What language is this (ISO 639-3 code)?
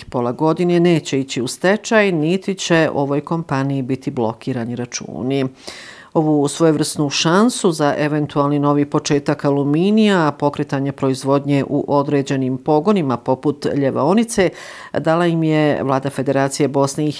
bos